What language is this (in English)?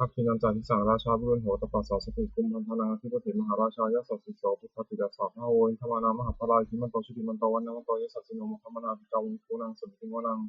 Pali